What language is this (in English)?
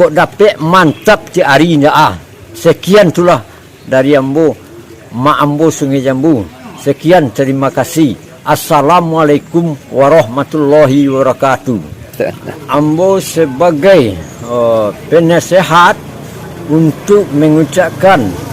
Minangkabau